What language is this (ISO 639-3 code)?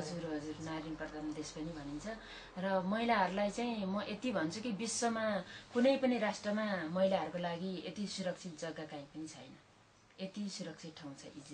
nep